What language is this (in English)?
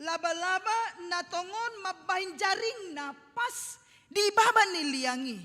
Batak Toba